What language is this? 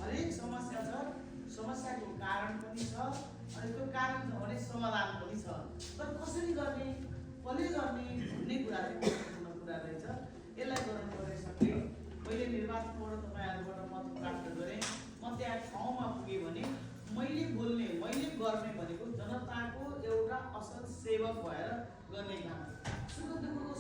Nepali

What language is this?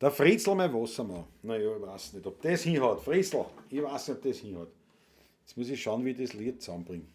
Bavarian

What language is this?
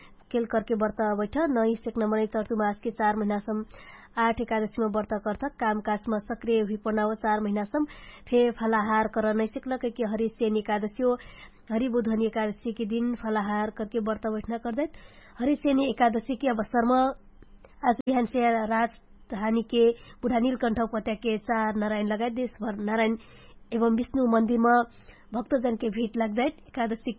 Dangaura Tharu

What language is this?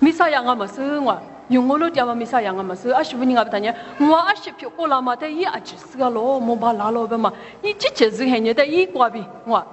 Lisu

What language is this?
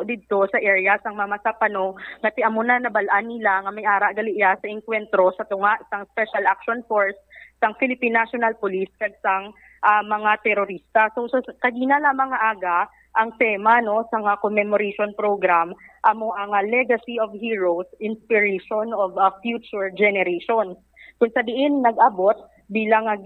Hiligaynon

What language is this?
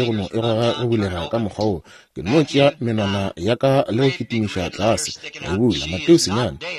Northern Sotho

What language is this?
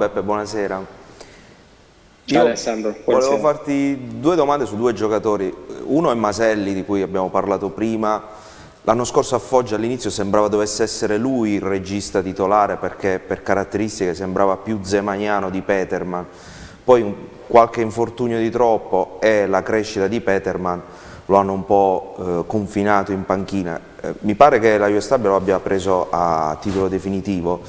Italian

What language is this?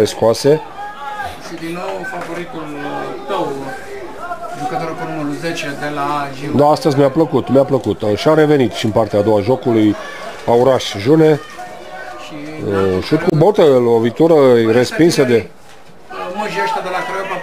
Romanian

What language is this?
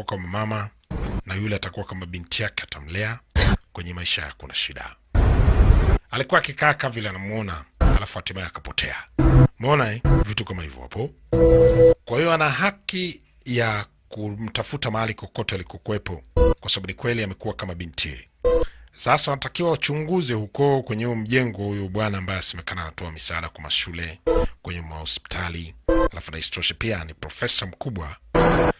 Swahili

